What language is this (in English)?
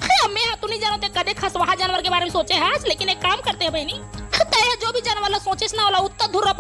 Chhattisgarhi